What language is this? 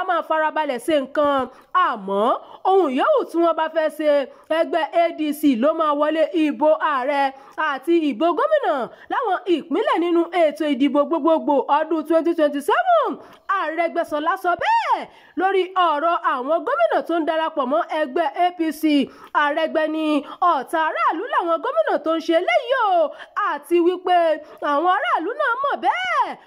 Yoruba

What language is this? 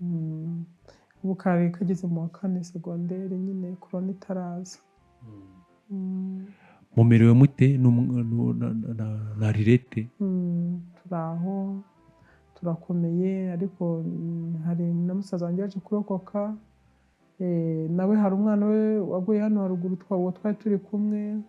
Kinyarwanda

